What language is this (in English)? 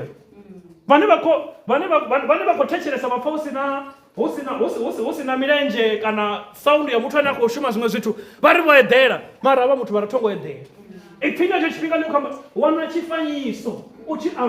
Venda